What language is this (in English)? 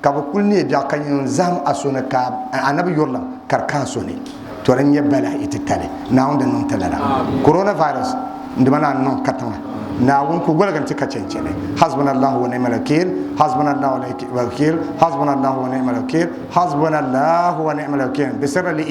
Dagbani